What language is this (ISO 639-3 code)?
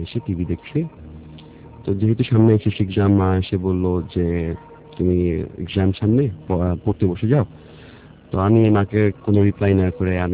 ben